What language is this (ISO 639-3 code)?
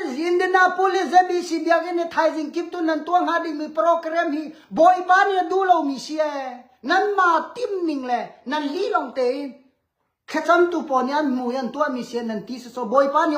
cnh